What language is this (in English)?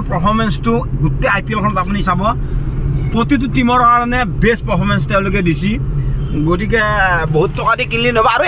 Assamese